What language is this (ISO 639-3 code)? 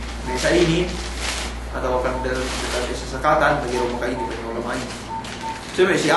yka